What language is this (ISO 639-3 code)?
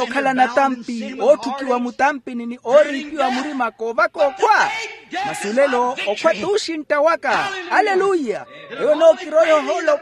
vmw